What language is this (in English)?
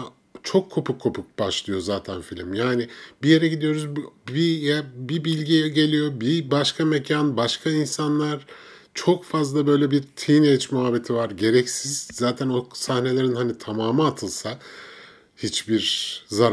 Turkish